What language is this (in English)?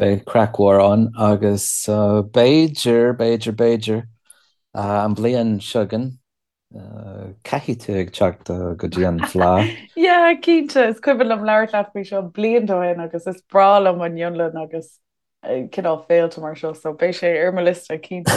Irish